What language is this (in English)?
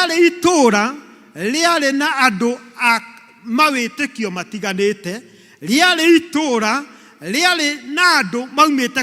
Kikuyu